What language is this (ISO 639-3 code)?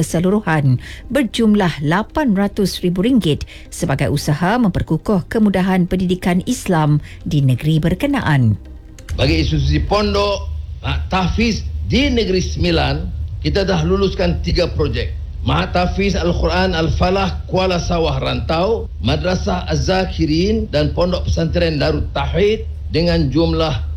msa